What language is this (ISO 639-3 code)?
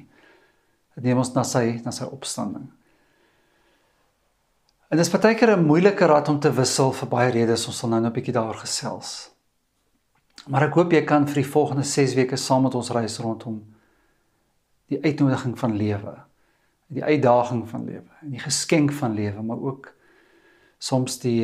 afr